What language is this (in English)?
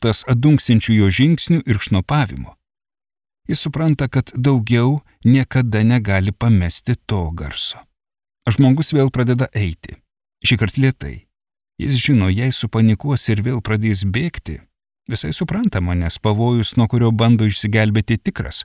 Lithuanian